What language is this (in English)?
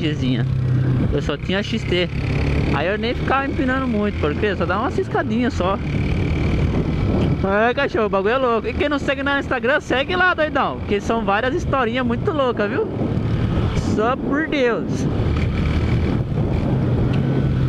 Portuguese